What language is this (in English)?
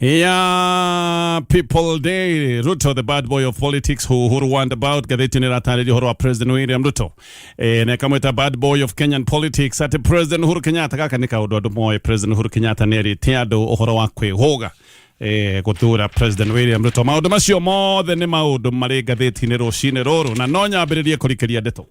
Kikuyu